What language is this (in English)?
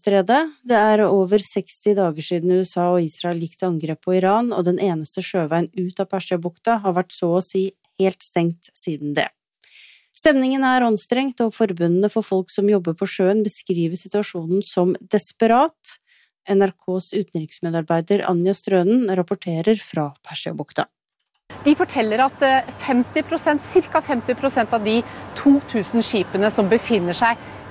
Norwegian